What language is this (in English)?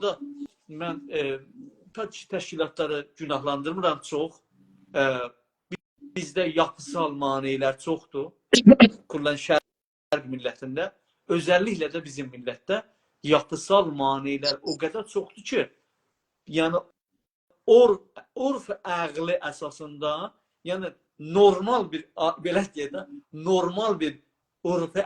South Azerbaijani